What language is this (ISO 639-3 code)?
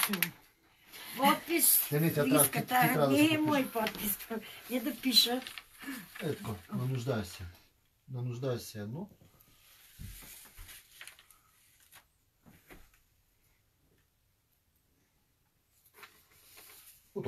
bul